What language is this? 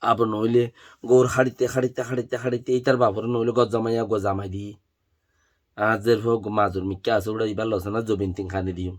Rohingya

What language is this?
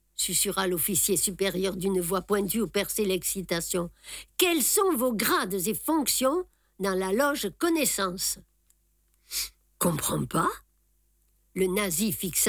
French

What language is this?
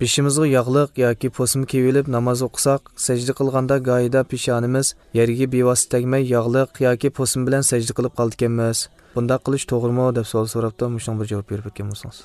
Uyghur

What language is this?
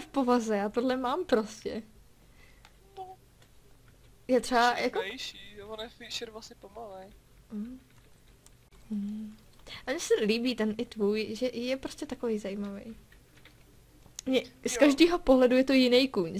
Czech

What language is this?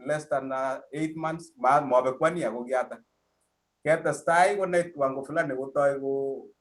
Kalenjin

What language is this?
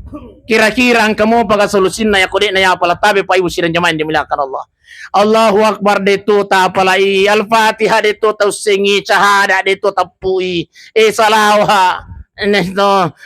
Buginese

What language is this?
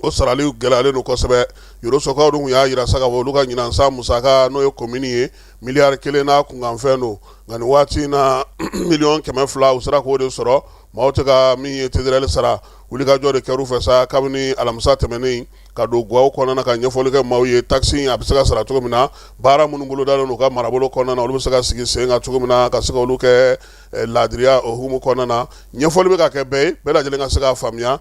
Bambara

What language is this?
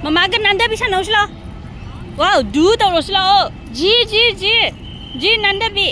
Manipuri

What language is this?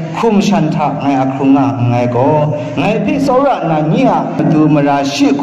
Kachin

